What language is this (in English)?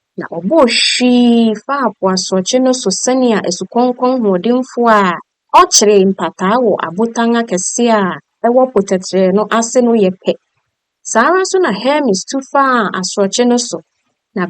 Akan